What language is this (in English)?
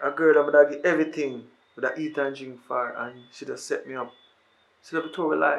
Jamaican Creole English